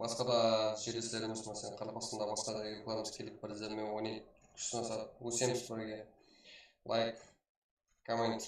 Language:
Kara-Kalpak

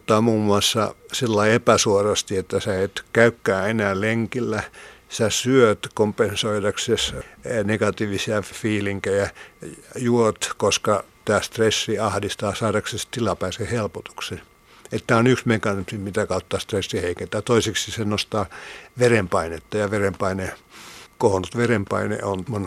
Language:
Finnish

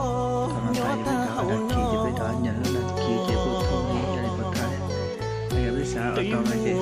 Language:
Hmong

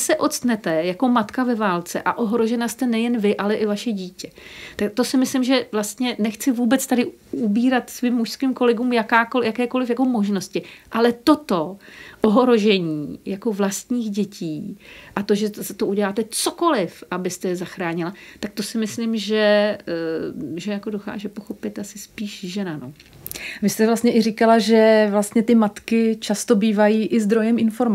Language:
Czech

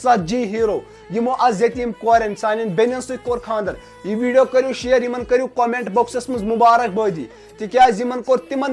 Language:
Kashmiri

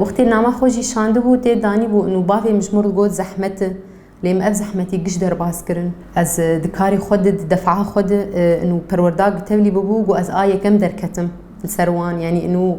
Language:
Kurdish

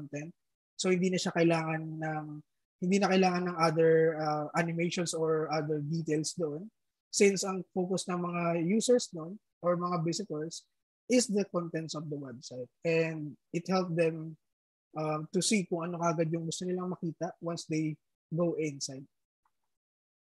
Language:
Filipino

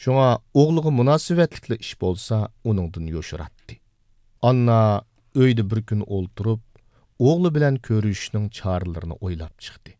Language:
Uyghur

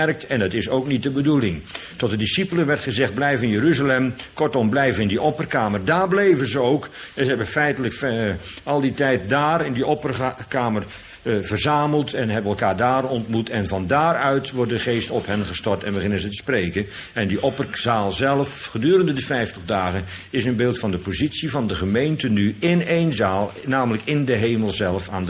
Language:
Dutch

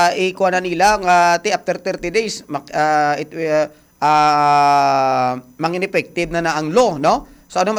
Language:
Hiligaynon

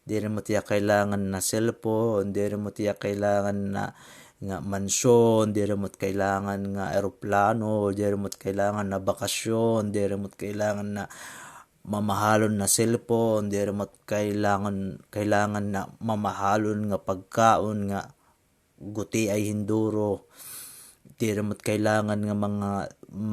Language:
Waray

